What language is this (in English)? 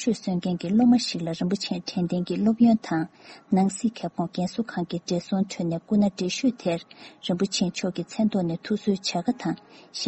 Tibetan